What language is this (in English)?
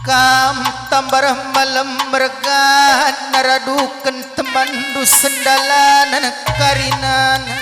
Batak Karo